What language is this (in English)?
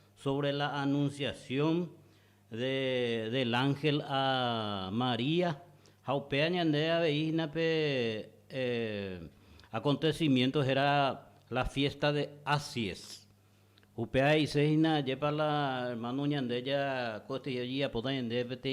Guarani